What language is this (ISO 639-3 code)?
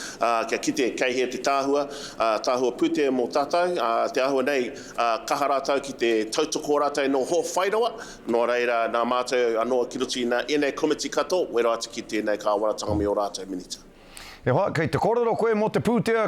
mri